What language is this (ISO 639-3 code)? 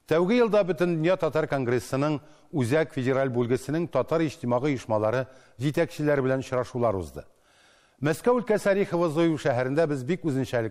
tat